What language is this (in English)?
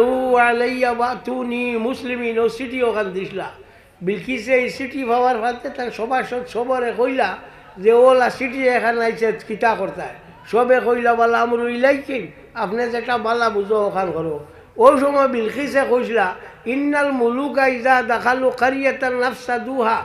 Sylheti